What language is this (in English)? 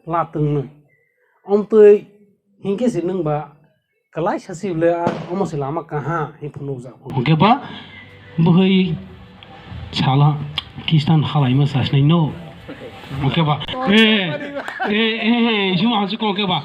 Kok Borok